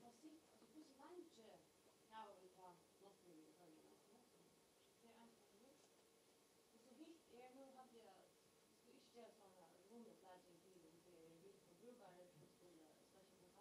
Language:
Faroese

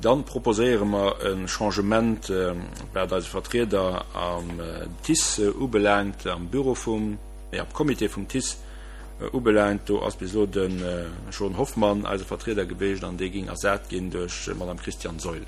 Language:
Luxembourgish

